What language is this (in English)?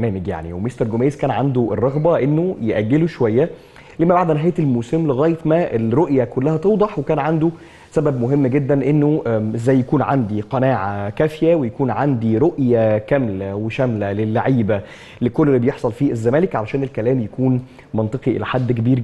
Egyptian Arabic